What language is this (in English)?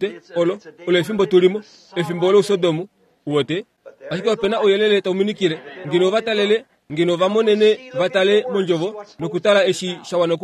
Kuanyama